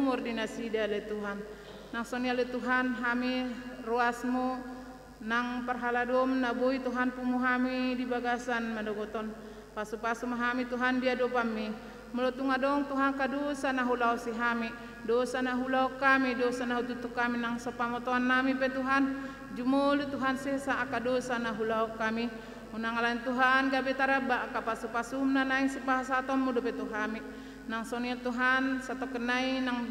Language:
Batak Toba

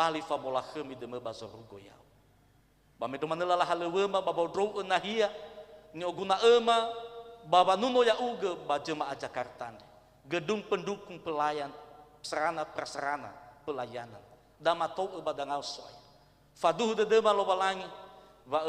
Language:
Nias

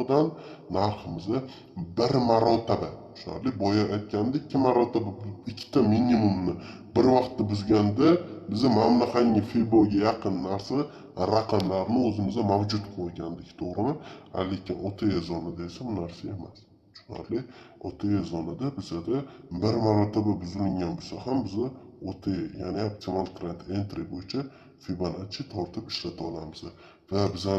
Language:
Uzbek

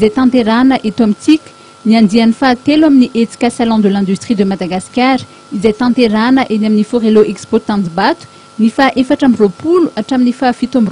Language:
Malagasy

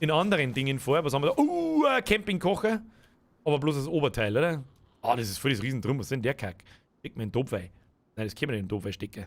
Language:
Bavarian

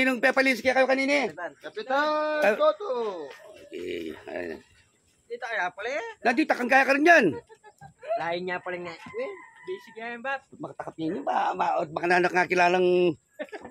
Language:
Pampanga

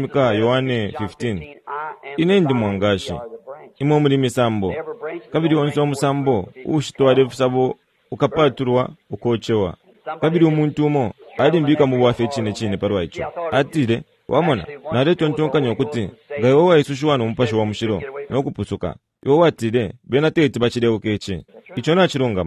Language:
Bemba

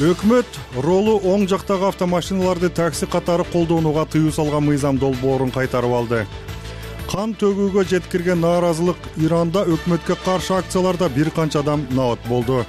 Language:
Kyrgyz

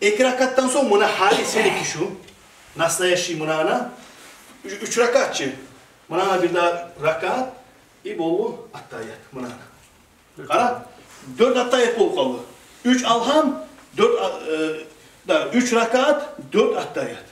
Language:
Kumyk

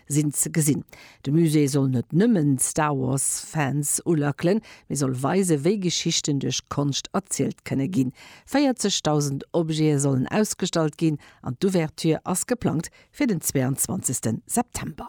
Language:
Luxembourgish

